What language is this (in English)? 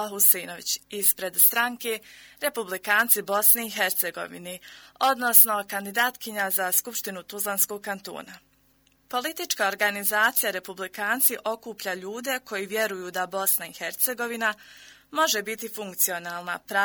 Bosnian